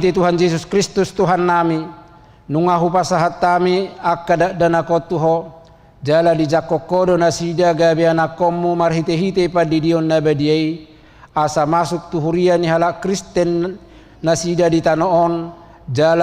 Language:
Batak Toba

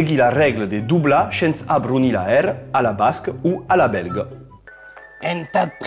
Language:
Occitan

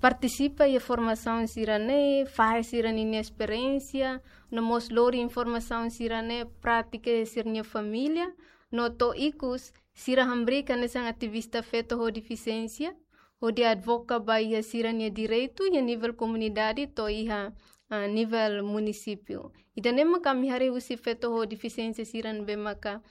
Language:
Tetum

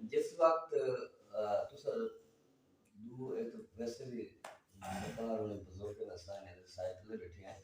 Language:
Saraiki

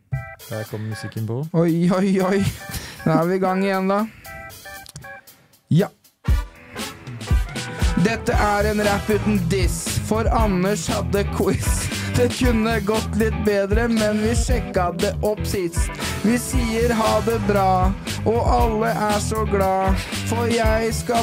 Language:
Norwegian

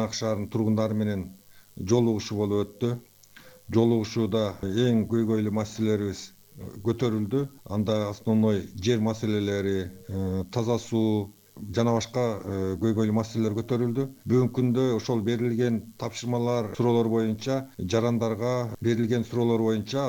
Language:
Kyrgyz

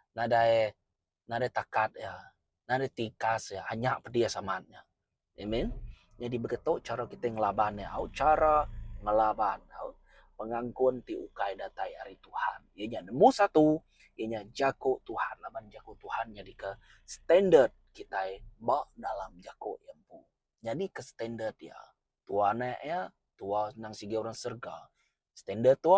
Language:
Iban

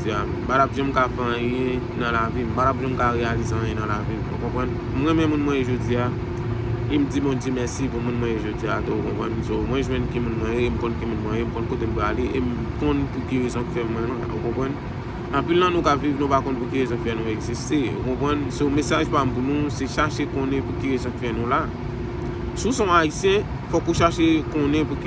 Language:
Haitian Creole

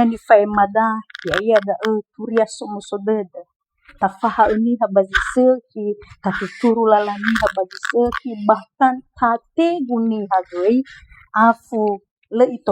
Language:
Nias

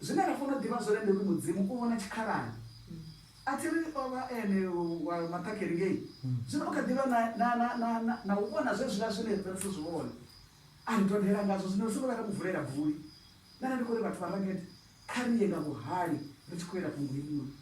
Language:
Venda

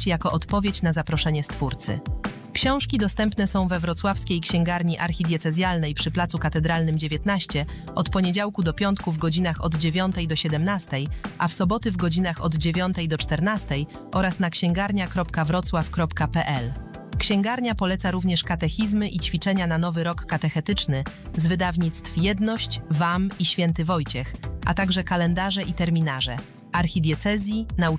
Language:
Polish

